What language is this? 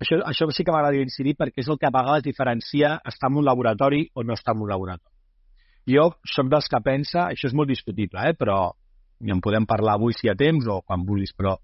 Catalan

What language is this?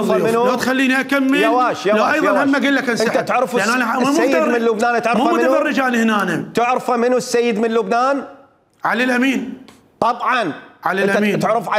Mesopotamian Arabic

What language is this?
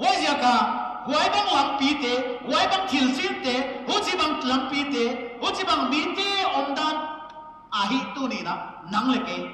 Paite Chin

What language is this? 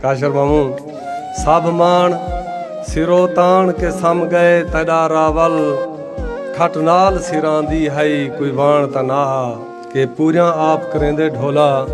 Saraiki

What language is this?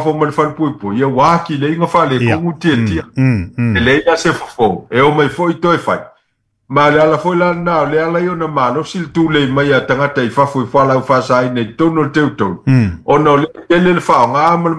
Samoan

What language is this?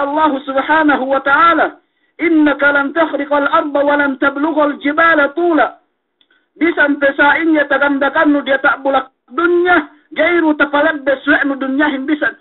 Yakan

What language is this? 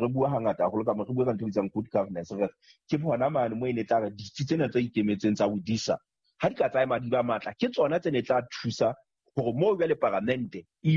Southern Sotho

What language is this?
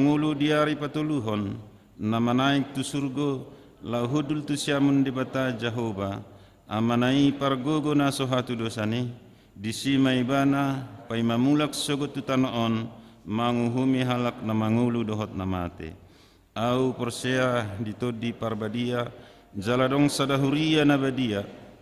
Batak Toba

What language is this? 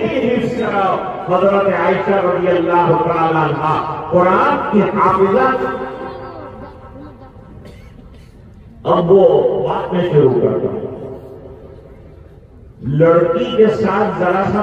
Urdu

